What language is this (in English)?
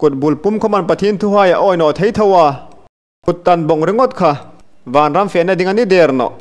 Hmar